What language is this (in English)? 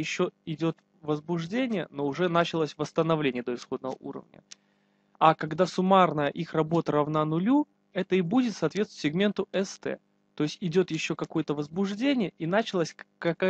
Russian